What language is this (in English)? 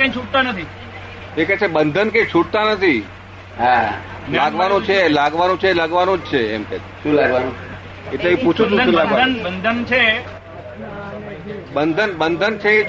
Gujarati